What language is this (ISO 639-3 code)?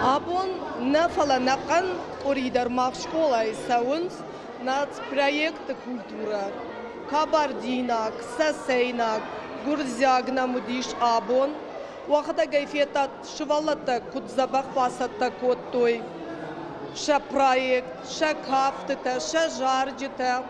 oss